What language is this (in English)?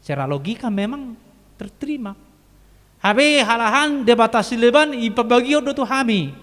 Batak Toba